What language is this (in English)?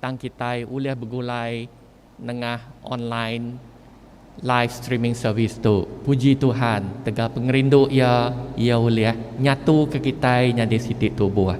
Iban